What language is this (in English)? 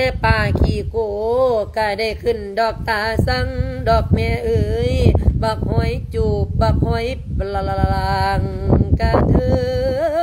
Lao